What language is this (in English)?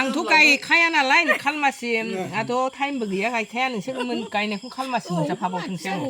Bodo